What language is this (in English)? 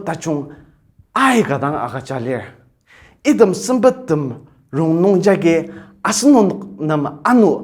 Ao Naga